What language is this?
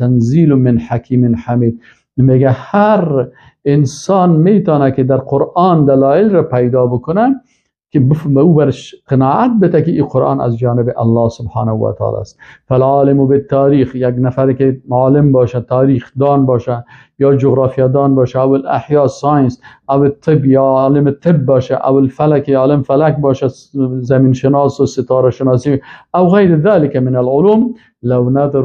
Persian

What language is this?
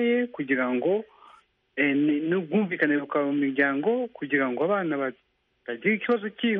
Kinyarwanda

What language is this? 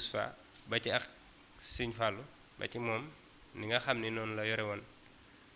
Wolof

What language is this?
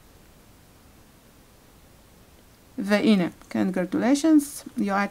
Hebrew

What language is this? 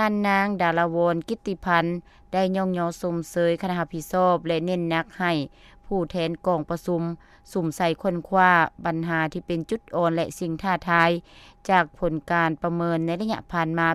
Lao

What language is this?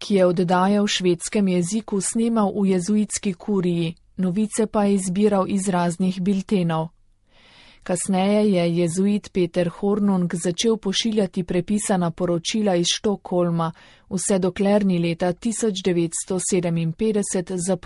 Slovenian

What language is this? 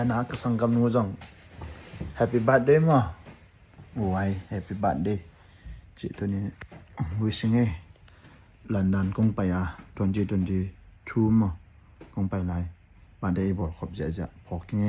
Tedim Chin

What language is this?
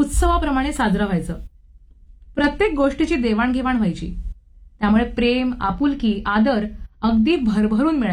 Marathi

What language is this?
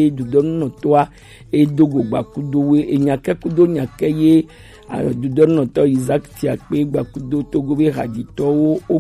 Gen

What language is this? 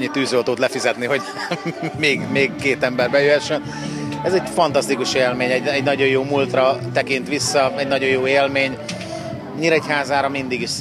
Hungarian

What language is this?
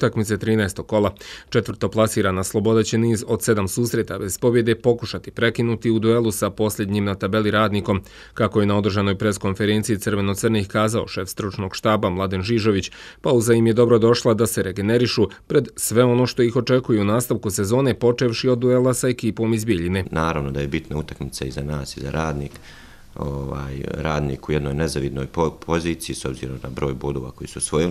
Croatian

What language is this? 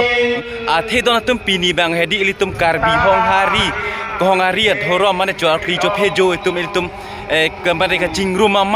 Karbi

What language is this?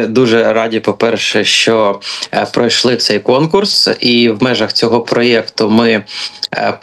Ukrainian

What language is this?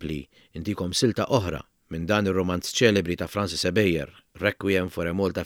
Maltese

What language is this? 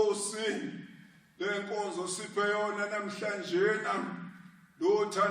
Zulu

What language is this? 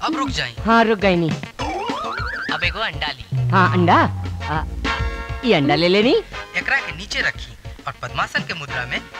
Bhojpuri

